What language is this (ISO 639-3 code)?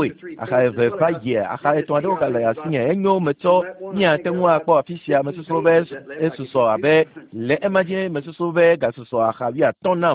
ewe